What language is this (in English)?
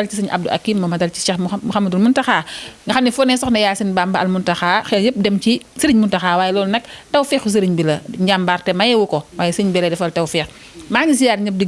Wolof